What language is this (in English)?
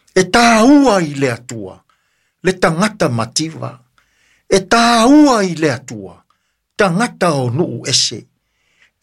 Samoan